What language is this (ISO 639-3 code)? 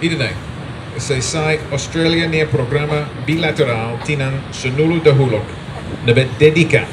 tet